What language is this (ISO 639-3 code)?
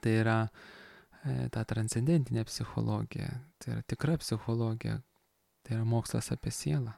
lit